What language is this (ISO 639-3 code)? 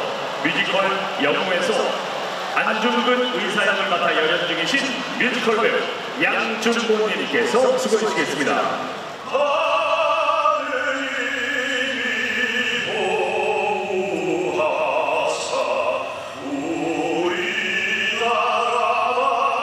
kor